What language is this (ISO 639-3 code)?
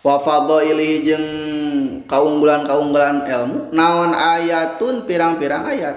sun